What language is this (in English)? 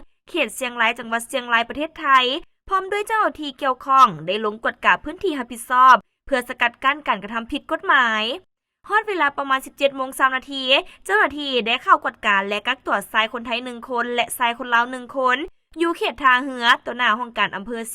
Lao